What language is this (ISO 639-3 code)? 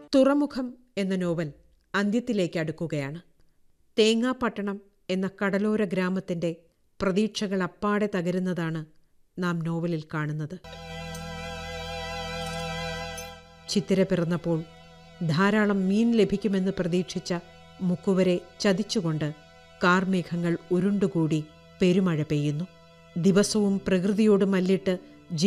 mal